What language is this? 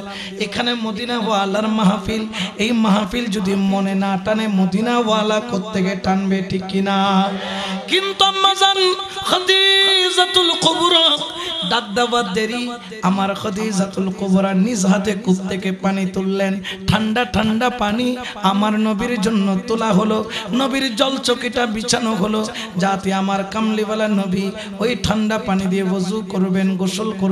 Bangla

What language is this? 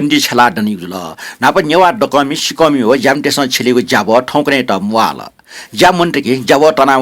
Newari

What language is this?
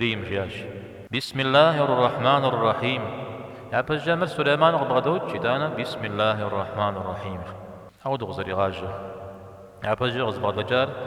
Kabardian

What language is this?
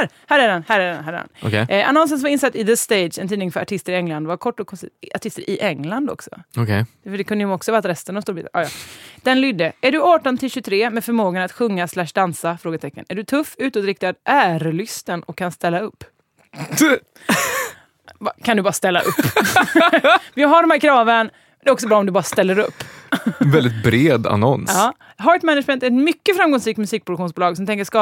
Swedish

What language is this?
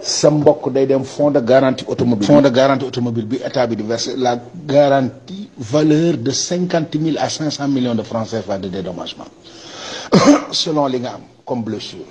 Wolof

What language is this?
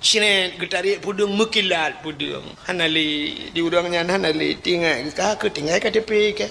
Achinese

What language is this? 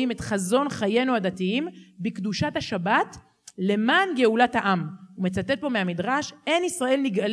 Hebrew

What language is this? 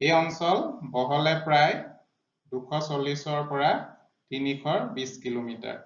Assamese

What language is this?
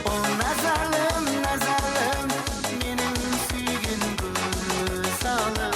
Kara-Kalpak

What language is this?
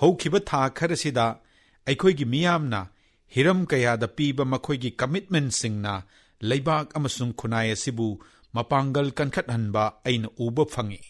Manipuri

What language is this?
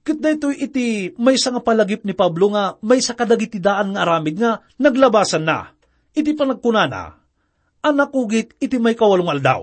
Iloko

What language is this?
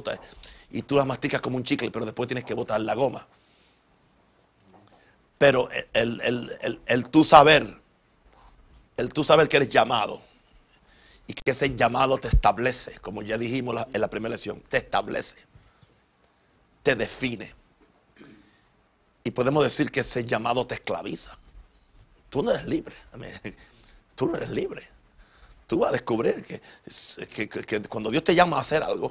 Spanish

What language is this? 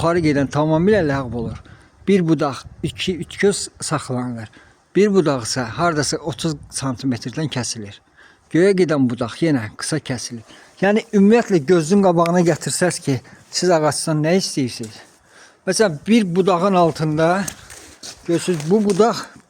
Azerbaijani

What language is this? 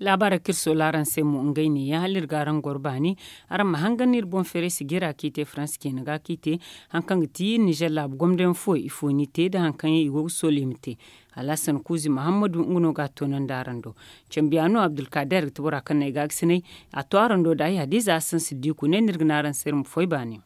Zarma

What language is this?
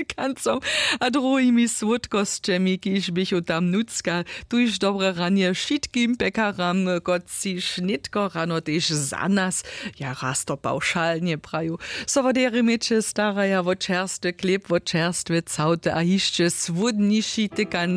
Upper Sorbian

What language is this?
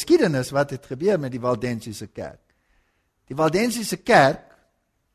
Afrikaans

